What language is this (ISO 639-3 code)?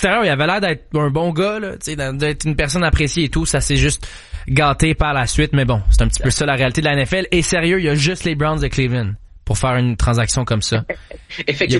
fra